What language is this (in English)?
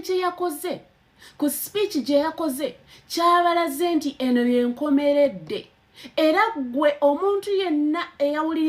Ganda